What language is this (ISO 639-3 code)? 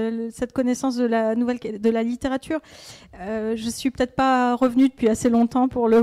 fra